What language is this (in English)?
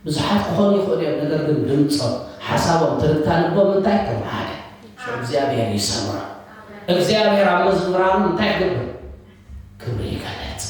Tigrinya